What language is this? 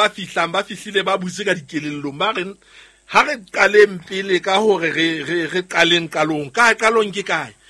Southern Sotho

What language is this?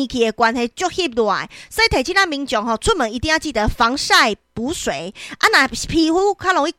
Min Nan Chinese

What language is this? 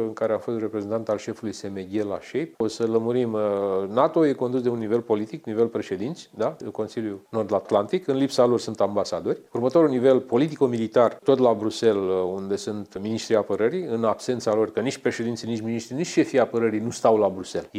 Romanian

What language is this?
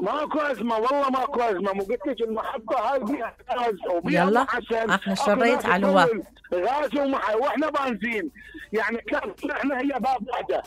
Mesopotamian Arabic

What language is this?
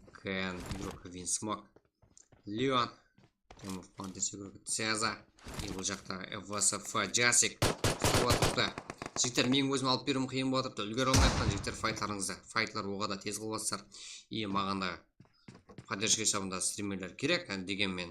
Kara-Kalpak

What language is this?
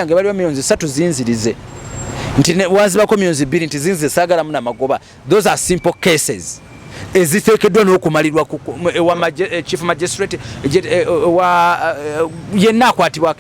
Ganda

